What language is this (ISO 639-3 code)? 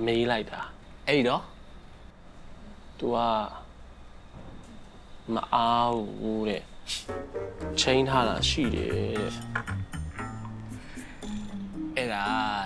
mya